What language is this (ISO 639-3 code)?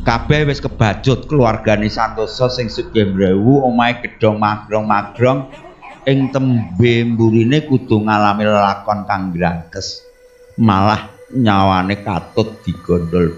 jav